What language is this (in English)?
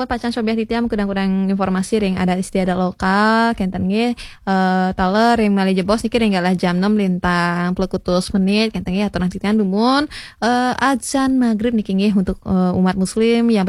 Balinese